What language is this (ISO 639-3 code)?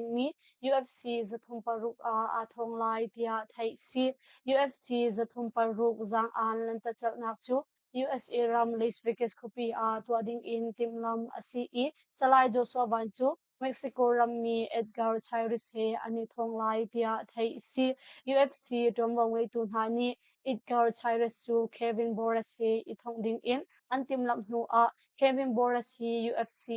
cnh